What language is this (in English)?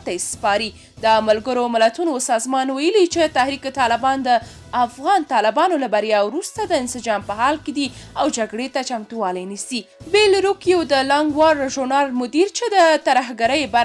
Pashto